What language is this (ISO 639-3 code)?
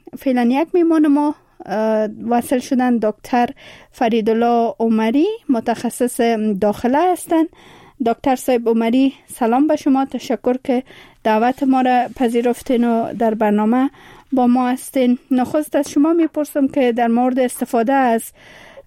fas